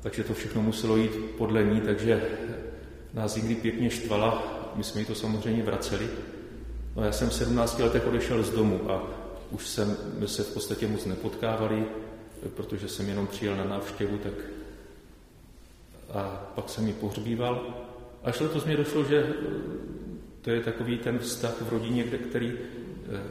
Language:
Czech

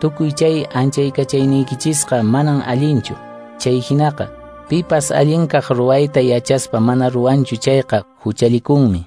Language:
Quechua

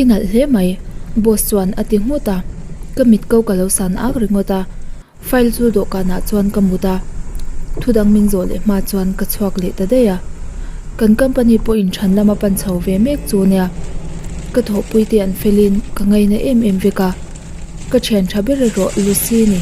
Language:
Mizo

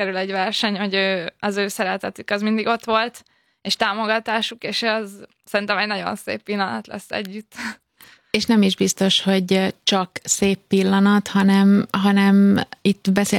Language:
Hungarian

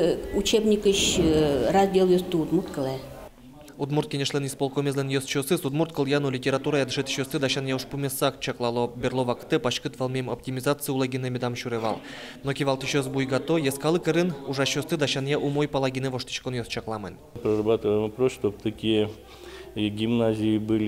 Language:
Udmurt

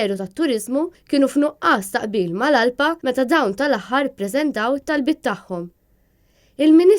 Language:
Maltese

